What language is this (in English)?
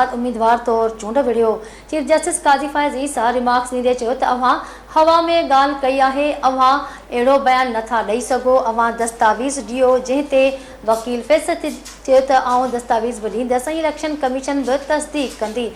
Sindhi